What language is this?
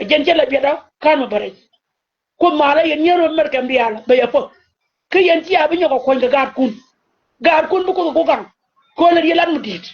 Nuer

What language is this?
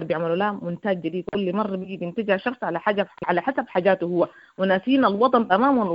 Sudanese Arabic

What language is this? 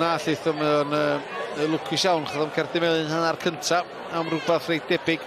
Welsh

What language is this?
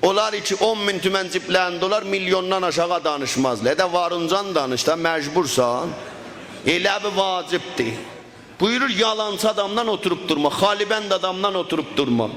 South Azerbaijani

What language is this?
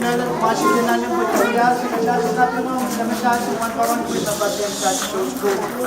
Pohnpeian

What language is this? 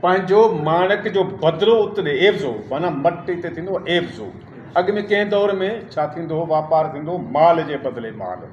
Sindhi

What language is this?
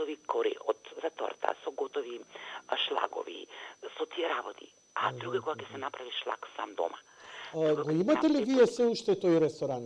Macedonian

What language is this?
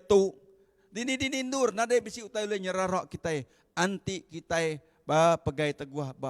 Iban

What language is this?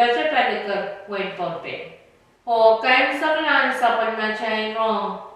Pohnpeian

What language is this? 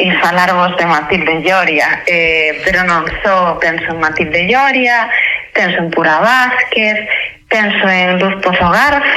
Galician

